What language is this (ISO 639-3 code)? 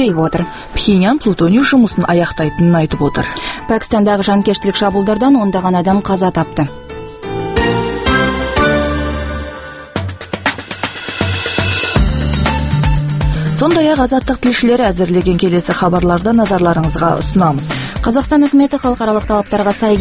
kaz